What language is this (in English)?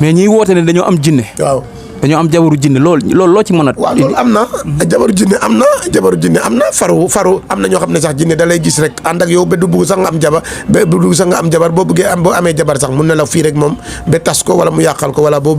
Wolof